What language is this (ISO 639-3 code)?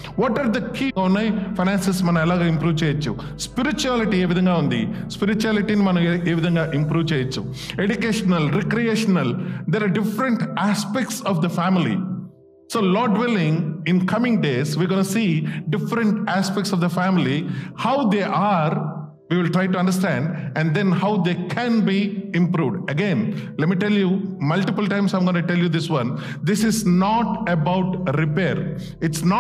tel